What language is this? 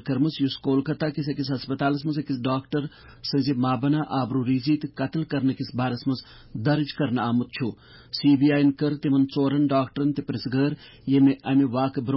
Kashmiri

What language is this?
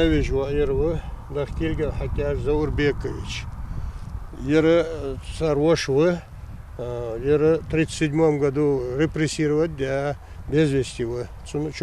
Ingush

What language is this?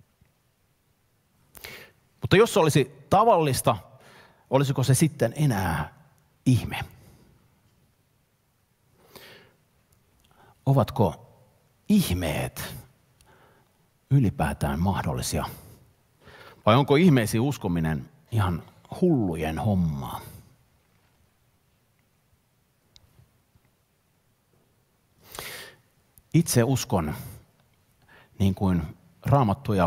Finnish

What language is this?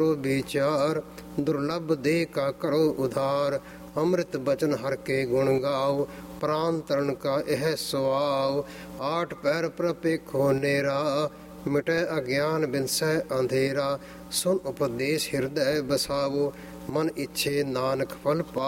Punjabi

